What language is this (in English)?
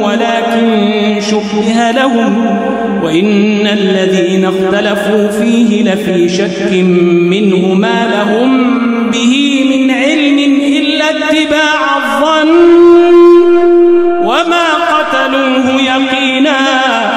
Egyptian Arabic